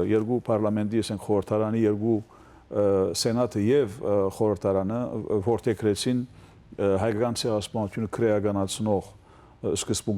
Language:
Western Armenian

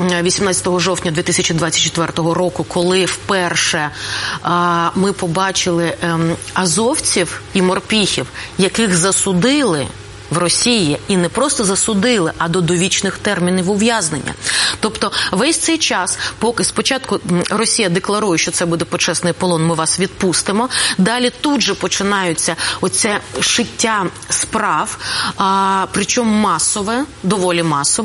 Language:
Ukrainian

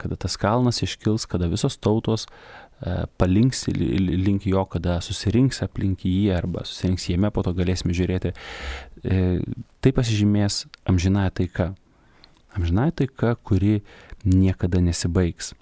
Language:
Lithuanian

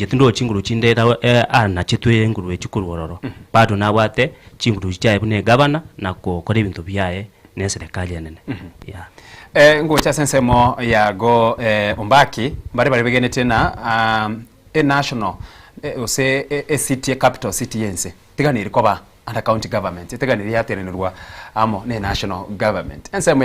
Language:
Gusii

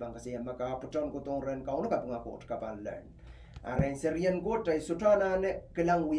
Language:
Pohnpeian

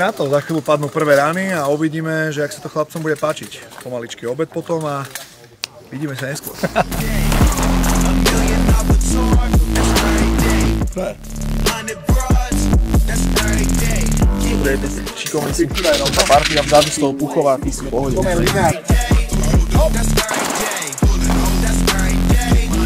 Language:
Slovak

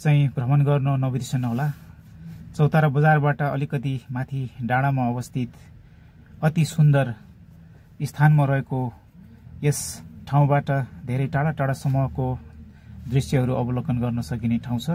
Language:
Nepali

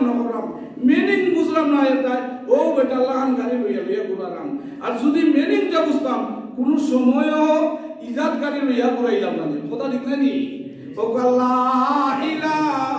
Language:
Sylheti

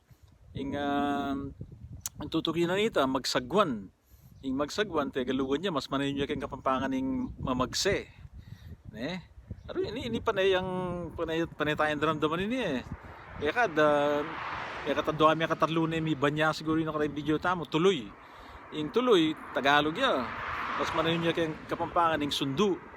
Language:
Pampanga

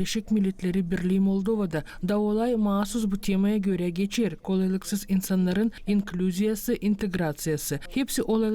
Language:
Gagauz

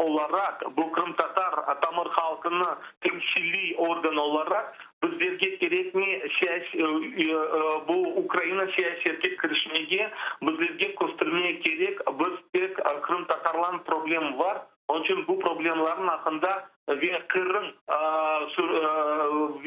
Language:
Crimean Tatar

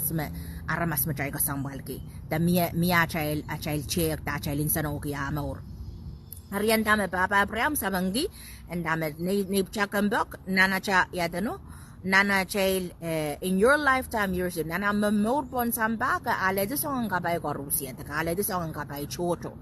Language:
Pohnpeian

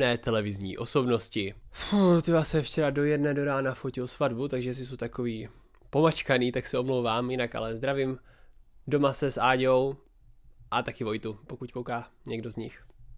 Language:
Czech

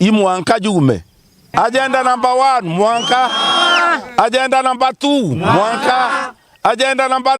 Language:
Meru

